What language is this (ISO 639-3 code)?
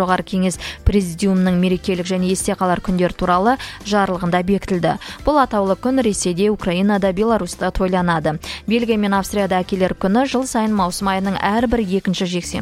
kaz